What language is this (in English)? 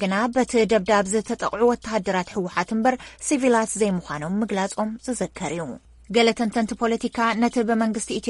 Tigrinya